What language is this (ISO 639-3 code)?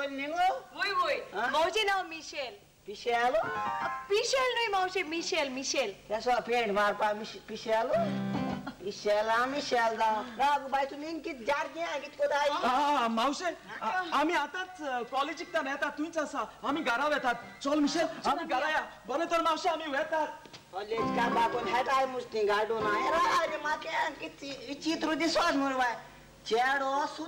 kok